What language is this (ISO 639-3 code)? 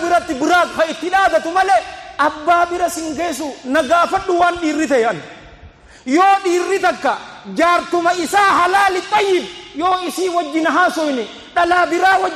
orm